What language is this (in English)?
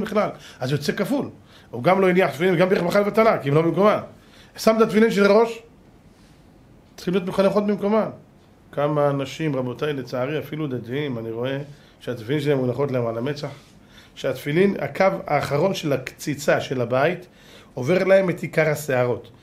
Hebrew